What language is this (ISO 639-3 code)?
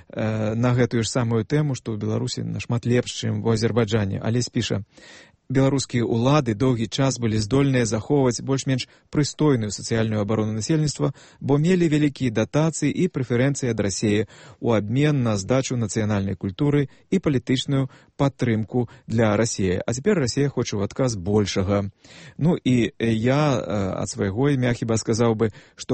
bel